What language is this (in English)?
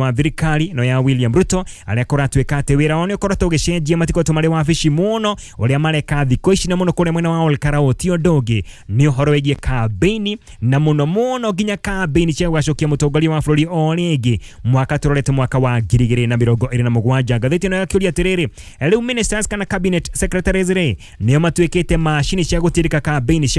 Kikuyu